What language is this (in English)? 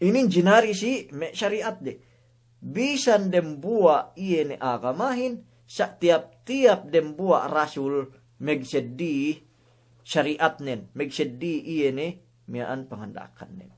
Yakan